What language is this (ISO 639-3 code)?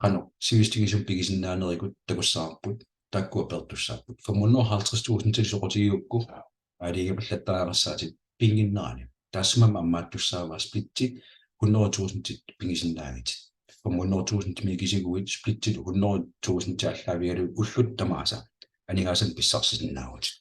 kal